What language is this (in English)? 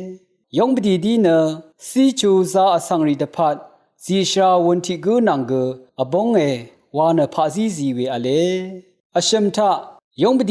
Rawang